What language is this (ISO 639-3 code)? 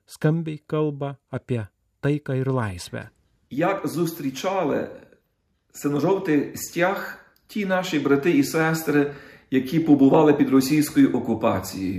lit